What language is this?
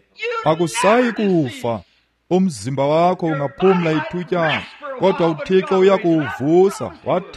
Xhosa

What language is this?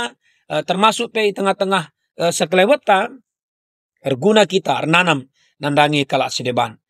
Batak Karo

